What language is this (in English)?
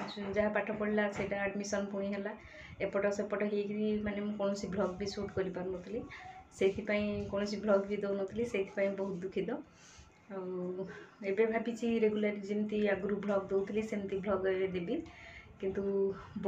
Odia